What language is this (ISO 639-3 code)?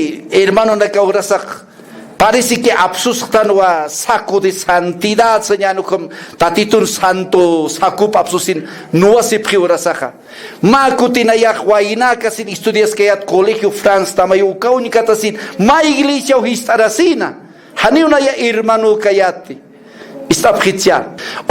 aym